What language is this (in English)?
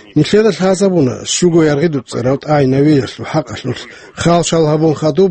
Avaric